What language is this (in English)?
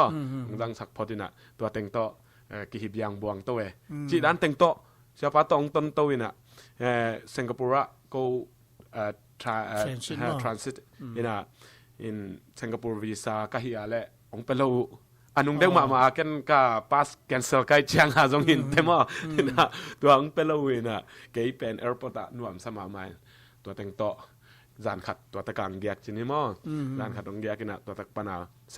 Tedim Chin